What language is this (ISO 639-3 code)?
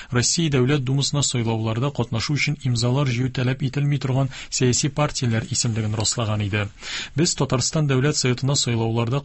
tat